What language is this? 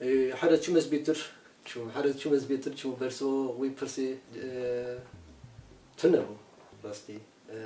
Kurdish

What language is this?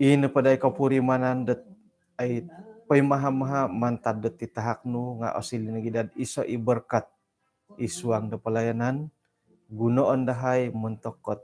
Central Dusun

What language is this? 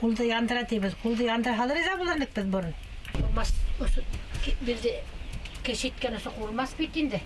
Bashkir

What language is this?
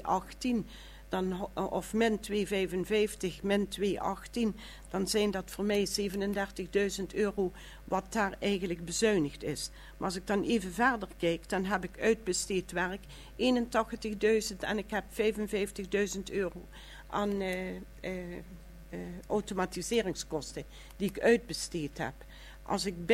Dutch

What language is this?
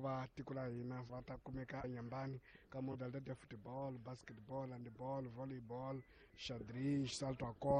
Tsonga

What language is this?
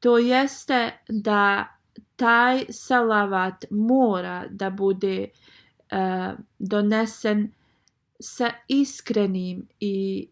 Bosnian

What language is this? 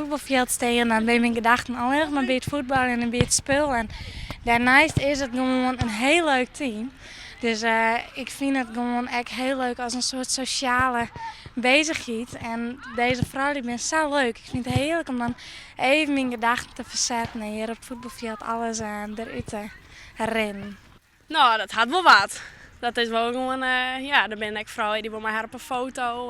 Western Frisian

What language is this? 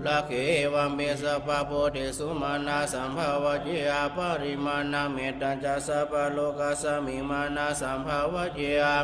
Pali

